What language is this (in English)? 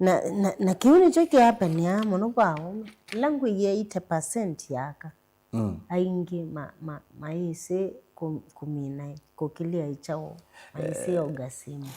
Kamba